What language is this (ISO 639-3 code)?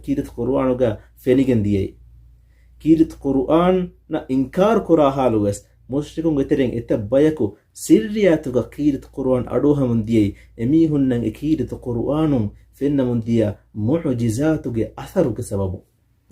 div